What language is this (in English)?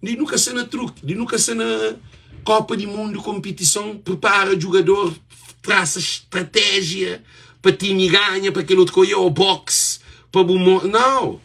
Kabuverdianu